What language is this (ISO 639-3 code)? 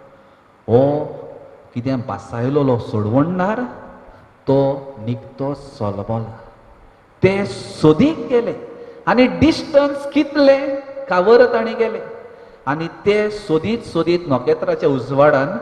kok